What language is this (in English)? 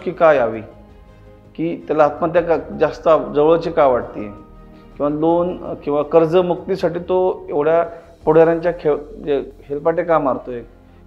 Marathi